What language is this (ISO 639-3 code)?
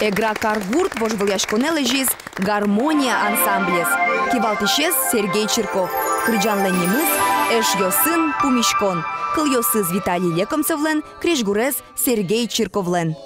udm